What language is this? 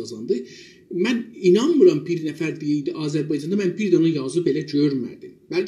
South Azerbaijani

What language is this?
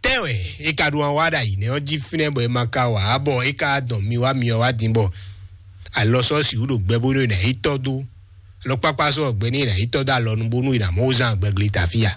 Fon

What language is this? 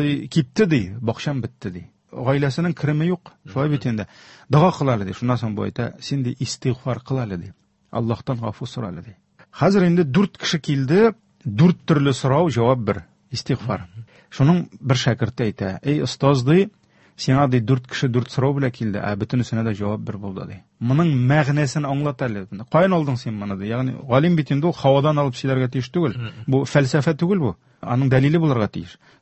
Tatar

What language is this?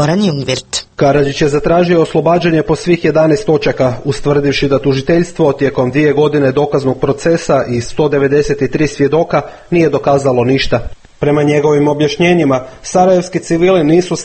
Croatian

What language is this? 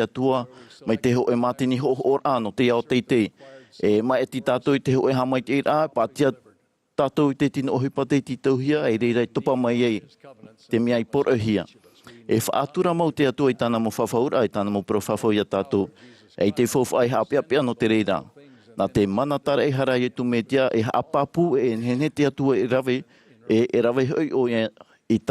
Tahitian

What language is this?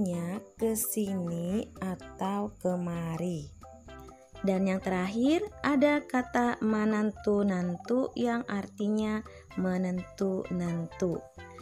Banjar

